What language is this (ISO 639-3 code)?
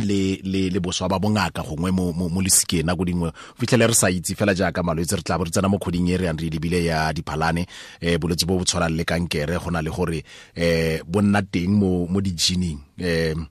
tsn